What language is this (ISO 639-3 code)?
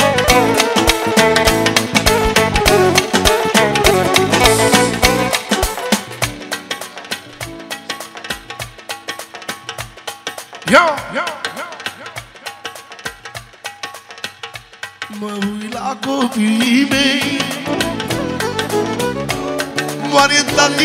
ron